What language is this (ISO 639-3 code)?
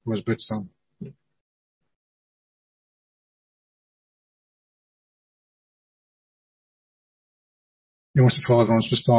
afr